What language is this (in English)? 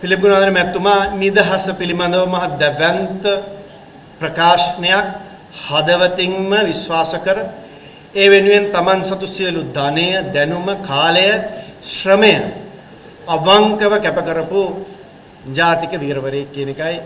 Sinhala